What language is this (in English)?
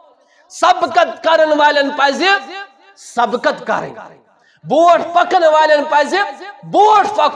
Kashmiri